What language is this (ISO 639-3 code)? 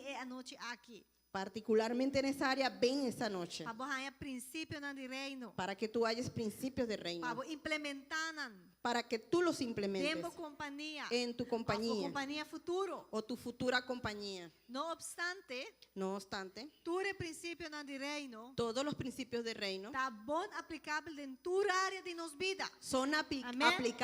pap